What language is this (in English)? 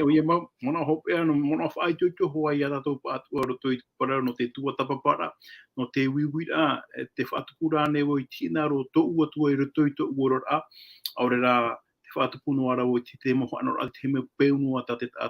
Tahitian